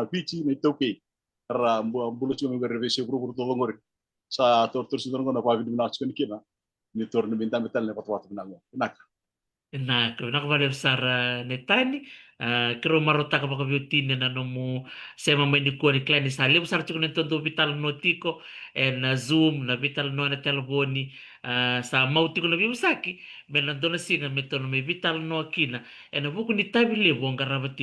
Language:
Fijian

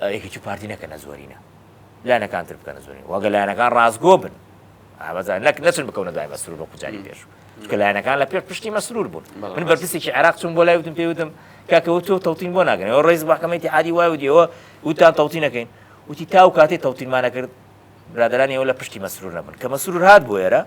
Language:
Central Kurdish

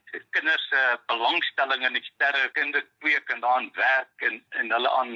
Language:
Afrikaans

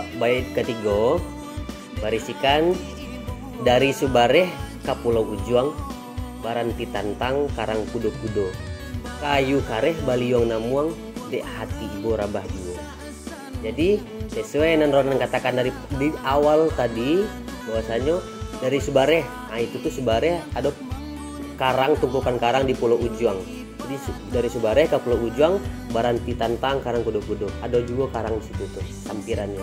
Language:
Minangkabau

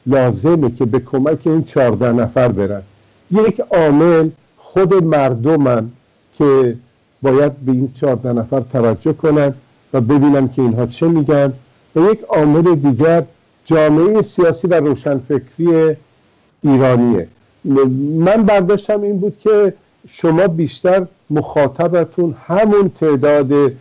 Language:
Persian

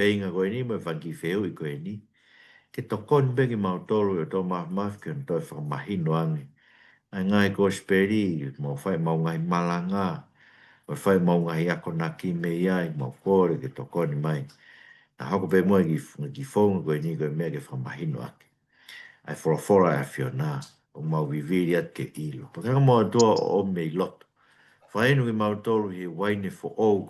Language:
Tongan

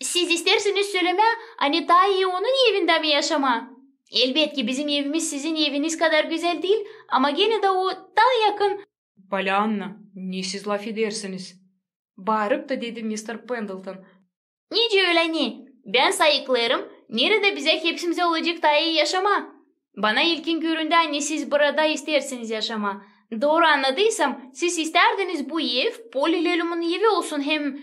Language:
Gagauz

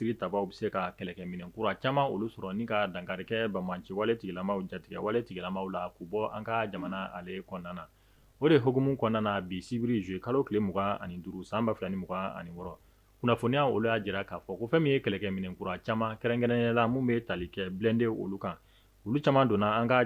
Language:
Bambara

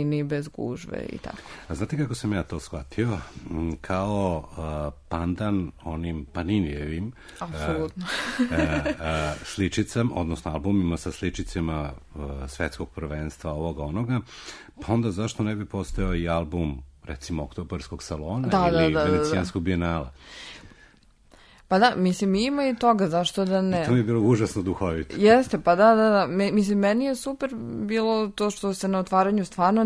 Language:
Serbian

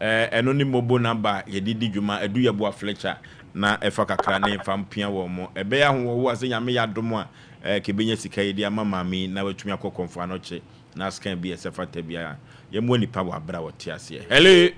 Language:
Akan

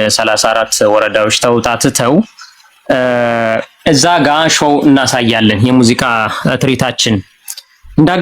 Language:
Amharic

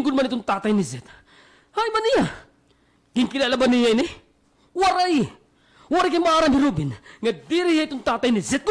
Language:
Waray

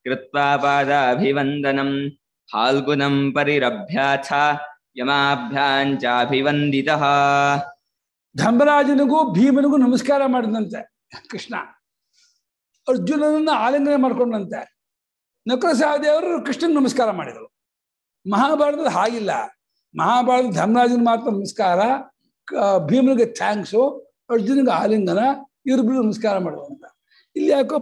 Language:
Kannada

